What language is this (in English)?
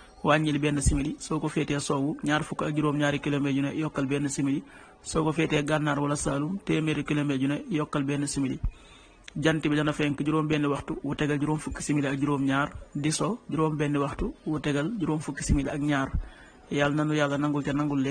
Wolof